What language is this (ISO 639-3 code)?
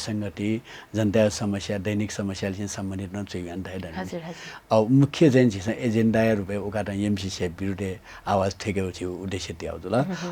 new